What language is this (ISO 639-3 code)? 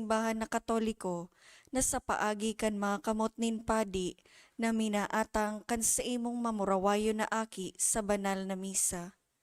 bik